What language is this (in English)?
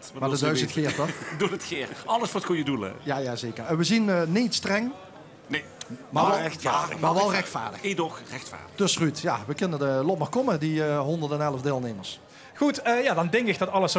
Limburgish